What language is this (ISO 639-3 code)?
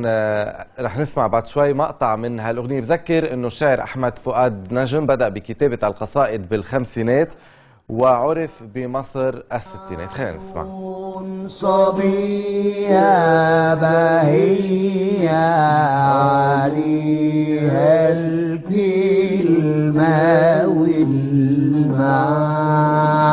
apc